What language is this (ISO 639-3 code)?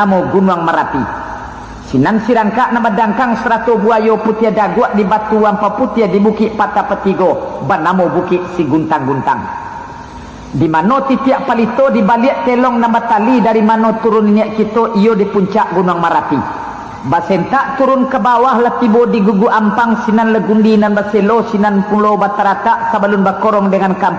min